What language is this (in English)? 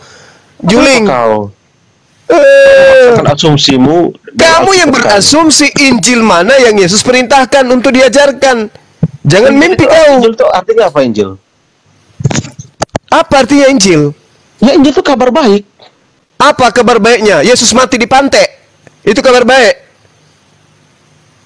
Indonesian